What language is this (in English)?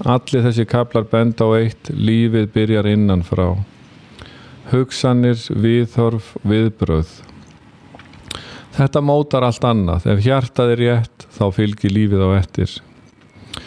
Icelandic